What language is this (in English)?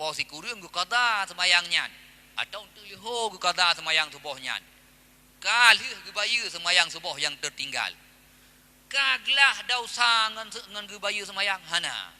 Achinese